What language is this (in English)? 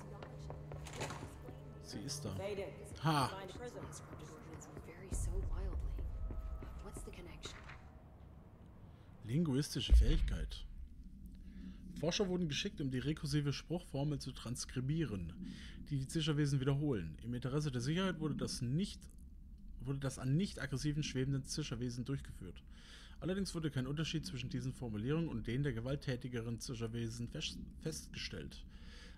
German